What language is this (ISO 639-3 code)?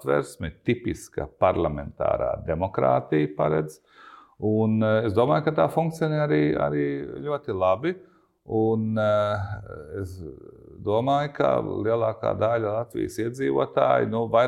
lav